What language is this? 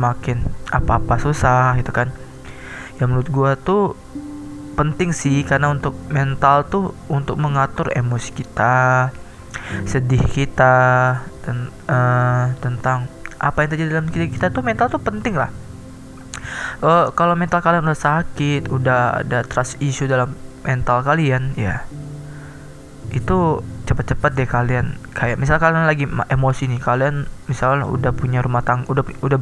Indonesian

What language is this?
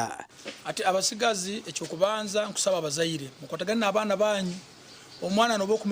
Nyankole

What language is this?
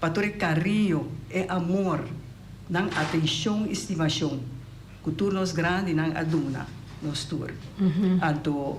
Papiamento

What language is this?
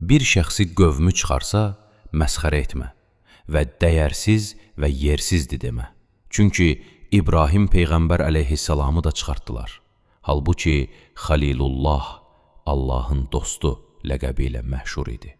Azerbaijani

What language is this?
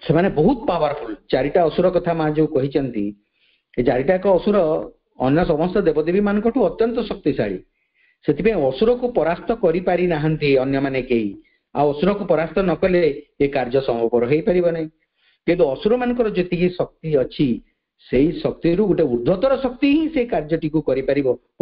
Odia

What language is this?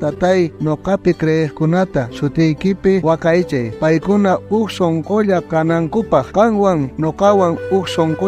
South Bolivian Quechua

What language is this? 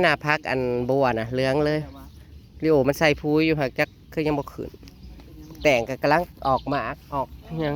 Northeastern Thai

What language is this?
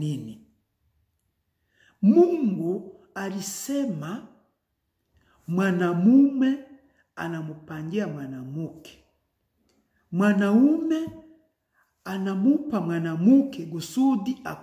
Swahili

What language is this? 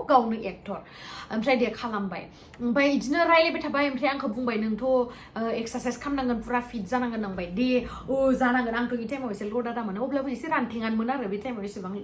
Bodo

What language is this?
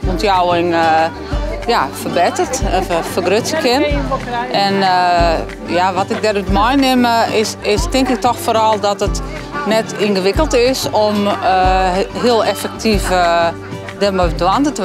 Western Frisian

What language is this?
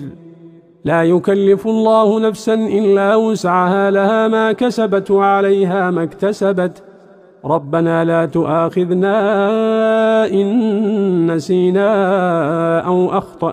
Arabic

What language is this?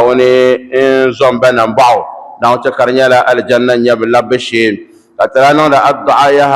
Dagbani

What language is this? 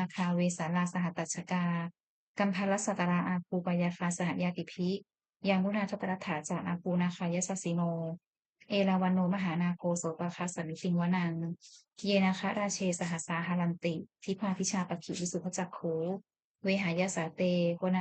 Pali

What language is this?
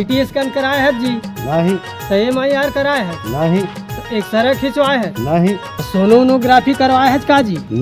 Chhattisgarhi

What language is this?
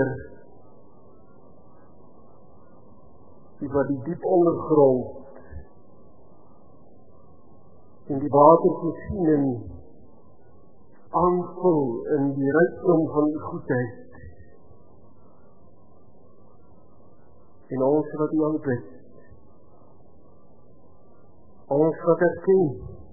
Afrikaans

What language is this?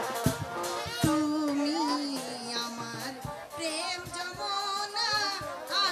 Bangla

